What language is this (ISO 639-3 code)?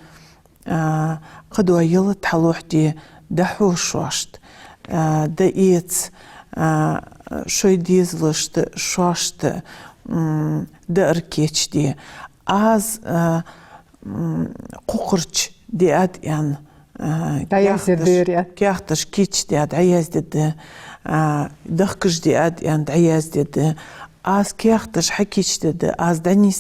inh